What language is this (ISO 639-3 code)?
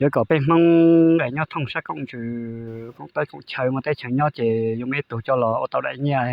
hmn